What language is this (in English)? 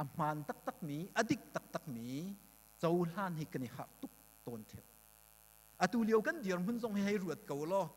Hakha Chin